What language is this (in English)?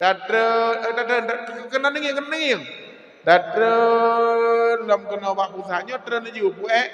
Achinese